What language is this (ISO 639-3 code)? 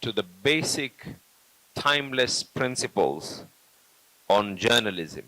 kam